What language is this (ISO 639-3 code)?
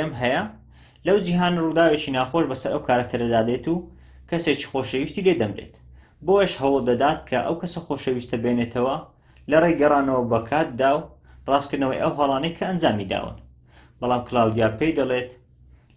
ckb